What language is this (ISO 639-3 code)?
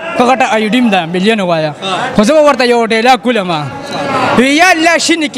pus